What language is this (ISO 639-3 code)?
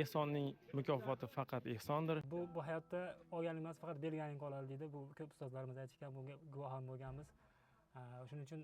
uzb